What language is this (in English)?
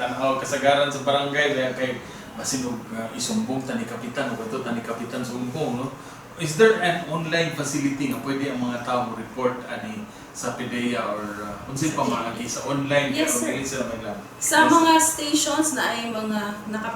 Cebuano